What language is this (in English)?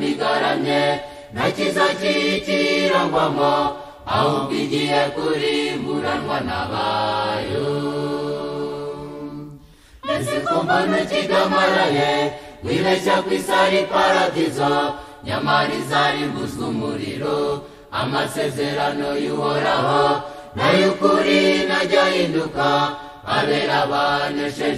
Kinyarwanda